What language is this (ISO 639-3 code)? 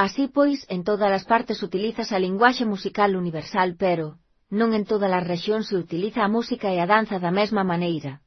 glg